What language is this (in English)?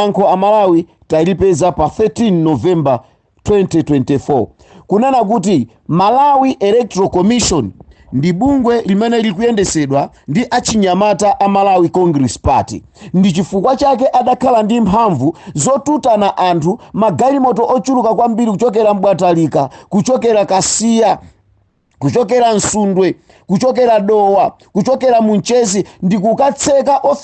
Nyanja